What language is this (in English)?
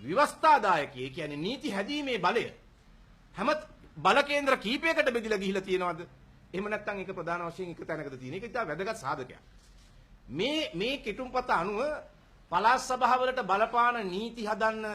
Sinhala